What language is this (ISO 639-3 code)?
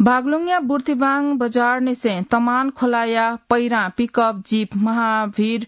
new